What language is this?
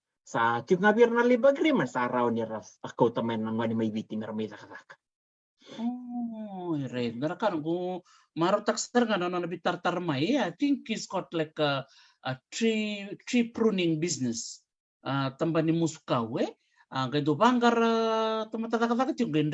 Fijian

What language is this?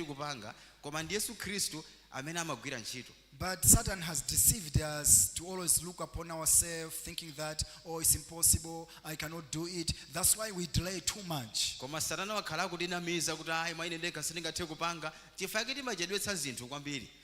Nyanja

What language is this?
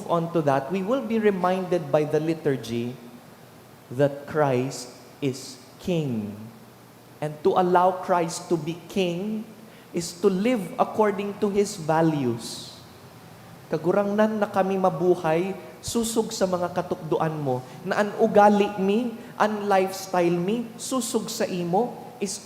Bikol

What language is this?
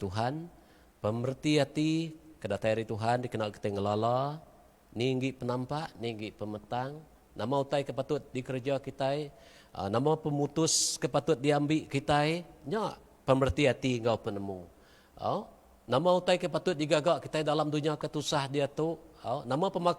Iban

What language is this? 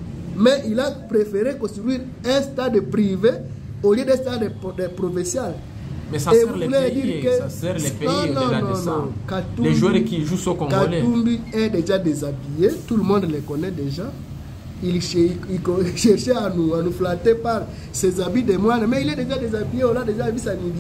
French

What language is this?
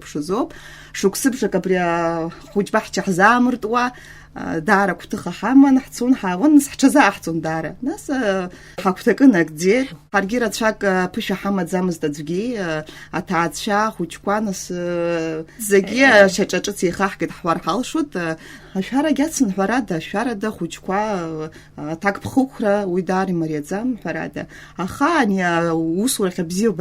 Abkhazian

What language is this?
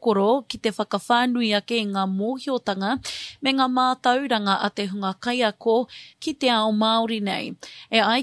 Māori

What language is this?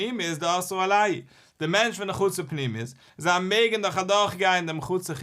Yiddish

